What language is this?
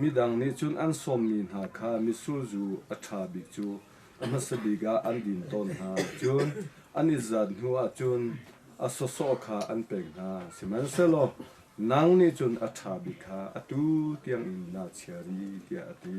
Hakha Chin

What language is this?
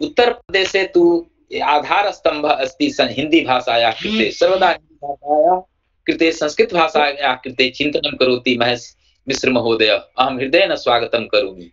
Sanskrit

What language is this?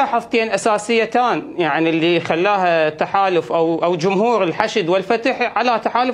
Mesopotamian Arabic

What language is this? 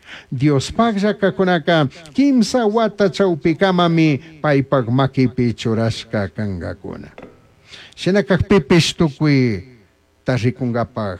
Chimborazo Highland Quichua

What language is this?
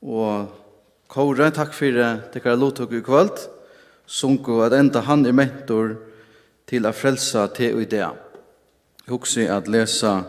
Faroese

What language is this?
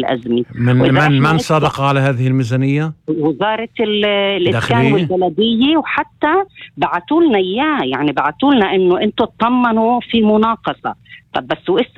North Levantine Arabic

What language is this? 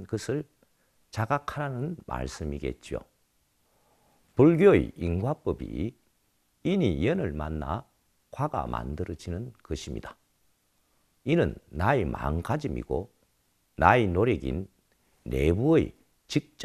Korean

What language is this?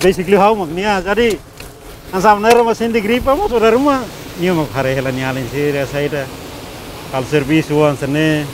Tetum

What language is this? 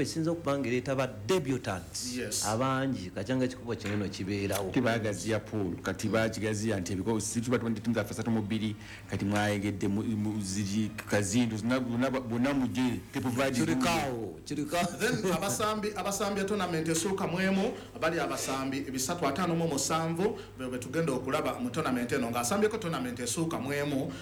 Ganda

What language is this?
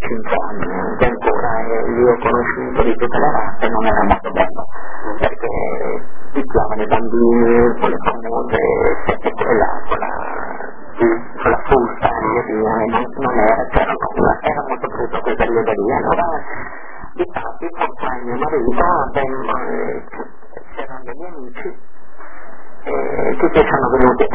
Italian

